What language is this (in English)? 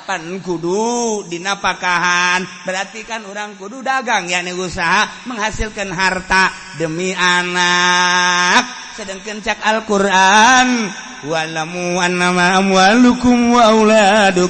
Sundanese